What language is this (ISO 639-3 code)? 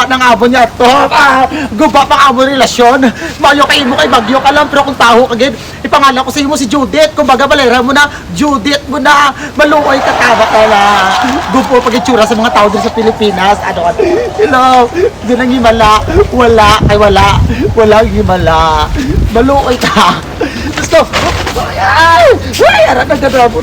hil